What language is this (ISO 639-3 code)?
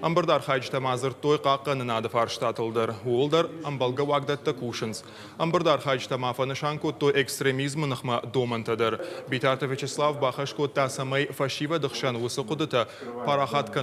oss